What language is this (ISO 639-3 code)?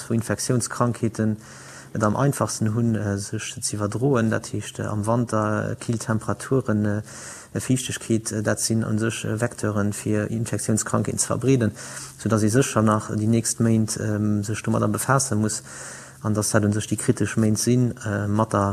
ltz